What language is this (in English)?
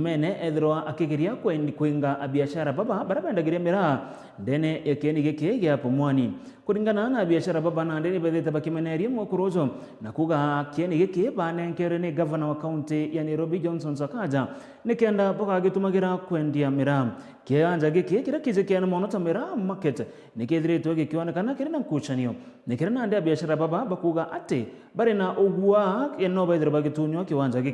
Meru